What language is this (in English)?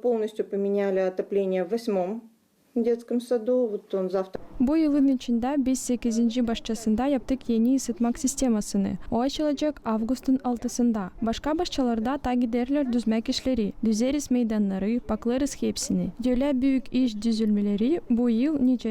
Gagauz